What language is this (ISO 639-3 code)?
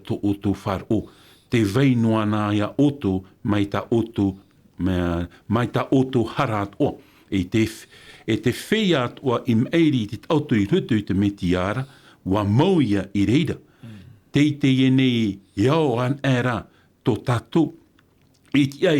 tah